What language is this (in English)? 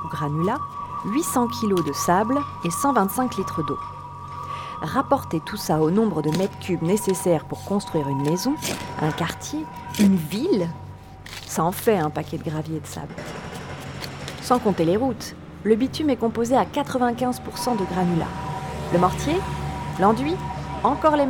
French